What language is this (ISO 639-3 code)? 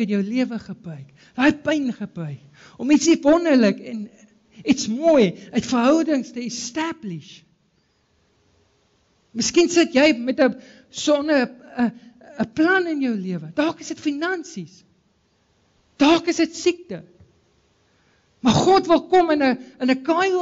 afr